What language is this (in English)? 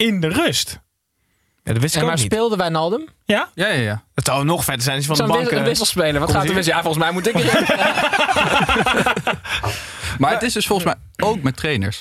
Dutch